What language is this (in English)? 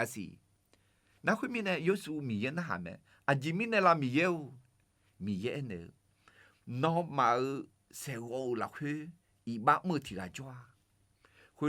Akha